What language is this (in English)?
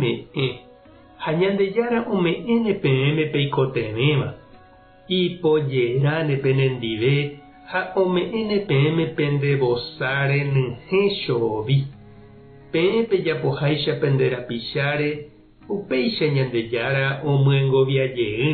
Guarani